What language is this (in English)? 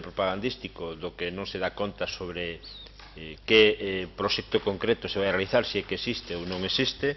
Galician